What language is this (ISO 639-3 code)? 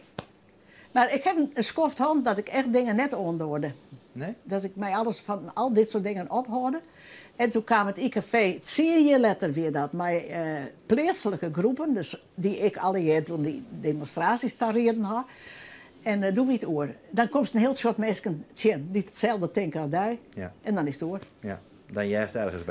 fry